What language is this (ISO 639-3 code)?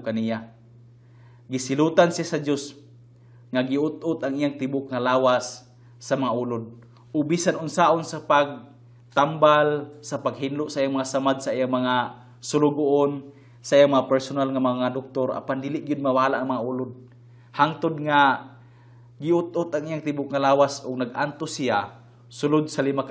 ceb